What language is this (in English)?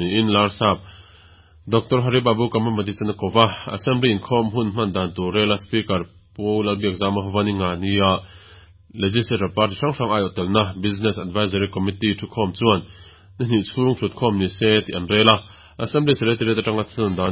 Mizo